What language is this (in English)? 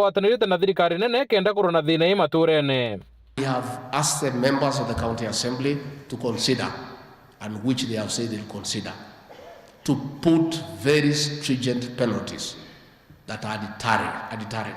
Meru